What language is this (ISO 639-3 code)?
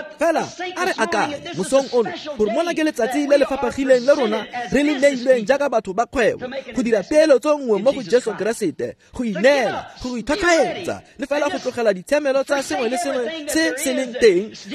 tsn